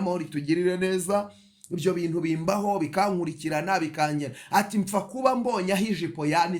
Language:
Kinyarwanda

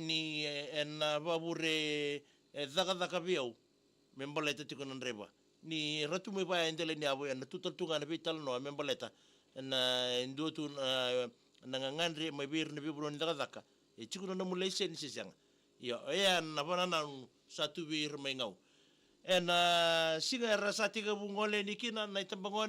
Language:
Fijian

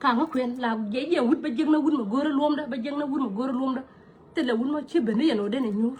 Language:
Nuer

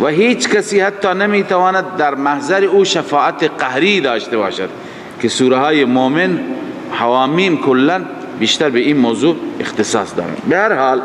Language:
Persian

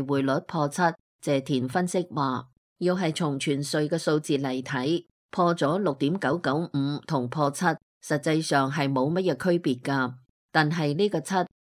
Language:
Cantonese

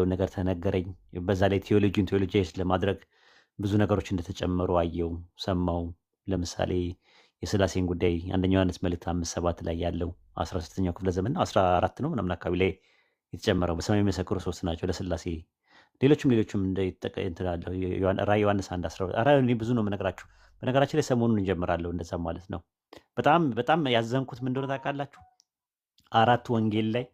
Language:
Amharic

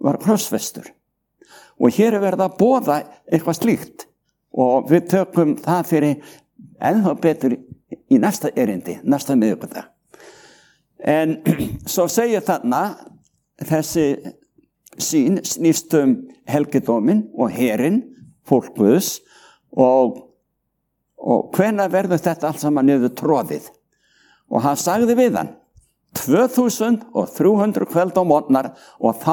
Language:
Icelandic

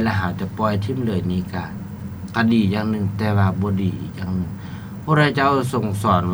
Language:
Lao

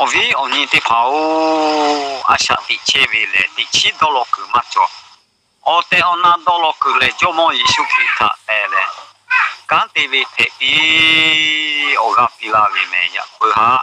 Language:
Lahu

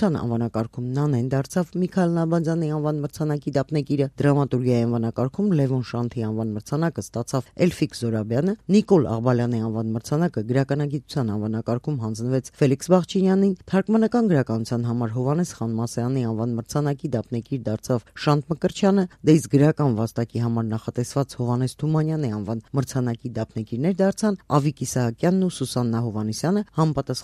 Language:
Armenian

